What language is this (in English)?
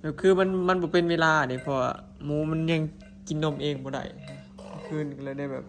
Northeastern Thai